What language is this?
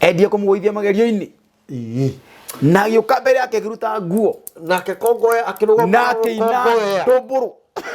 Kikuyu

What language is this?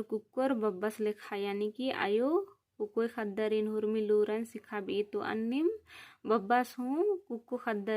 Kurukh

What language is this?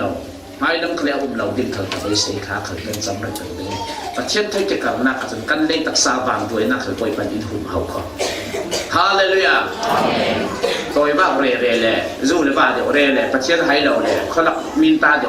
Falam Chin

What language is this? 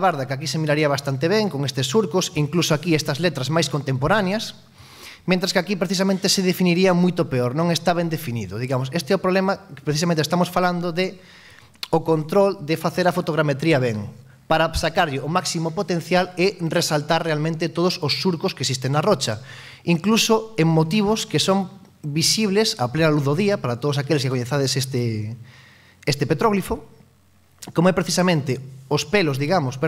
Galician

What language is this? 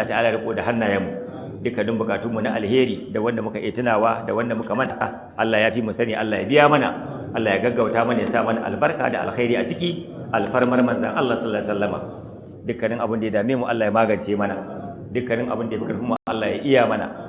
Hausa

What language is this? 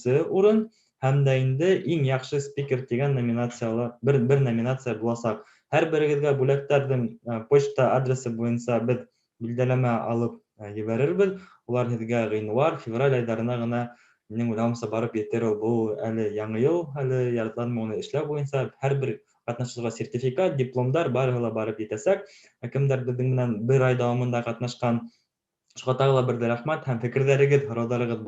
Bashkir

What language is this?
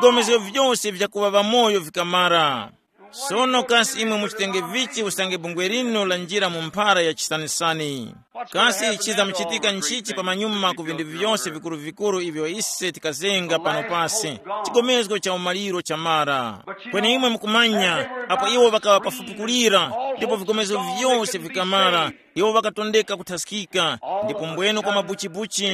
Tumbuka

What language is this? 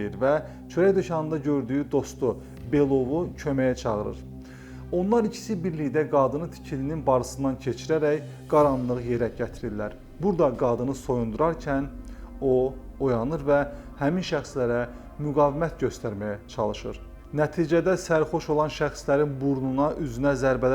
Azerbaijani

